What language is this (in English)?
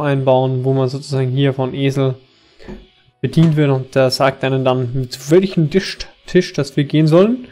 German